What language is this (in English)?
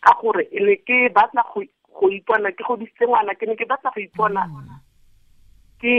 Tswana